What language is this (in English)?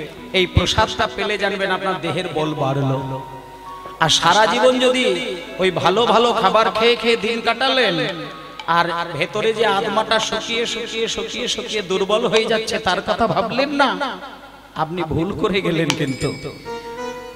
Bangla